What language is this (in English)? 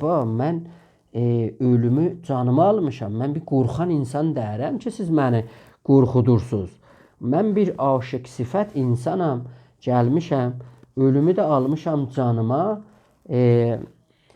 South Azerbaijani